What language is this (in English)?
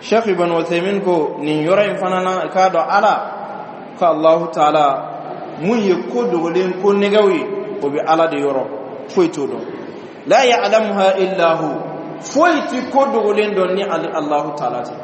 Bambara